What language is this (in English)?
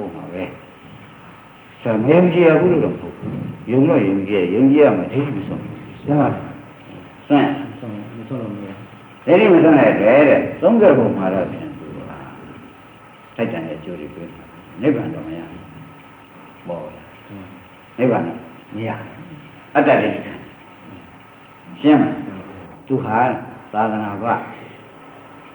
Burmese